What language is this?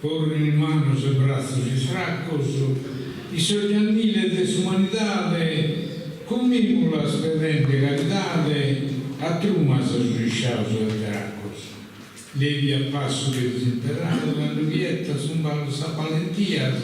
Sardinian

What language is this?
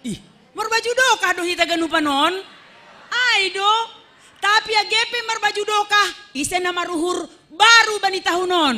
Batak Simalungun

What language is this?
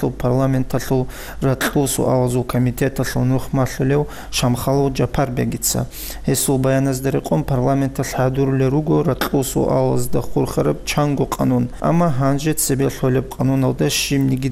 Avaric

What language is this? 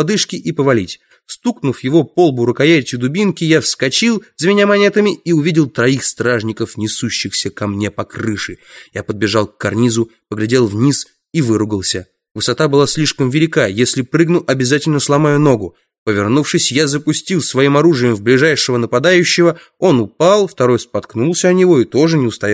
Russian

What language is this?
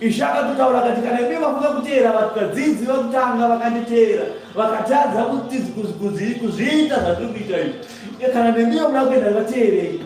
Shona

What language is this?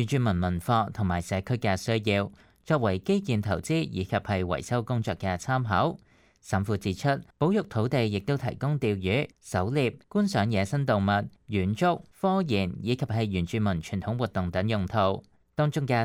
Cantonese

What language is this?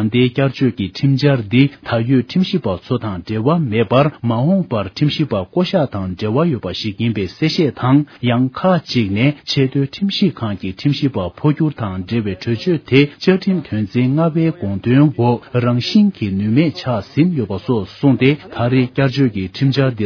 Tibetan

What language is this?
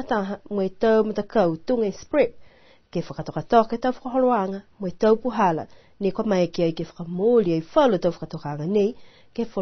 Niuean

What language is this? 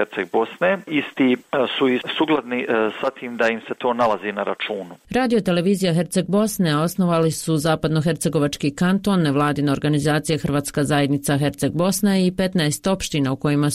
Croatian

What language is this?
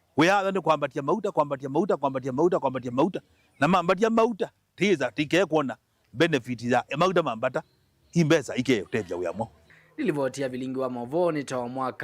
Kamba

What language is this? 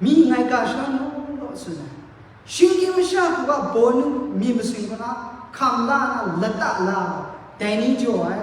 Kachin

